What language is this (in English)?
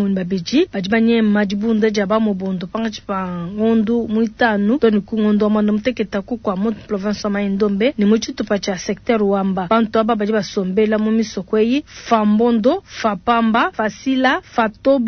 Luba-Lulua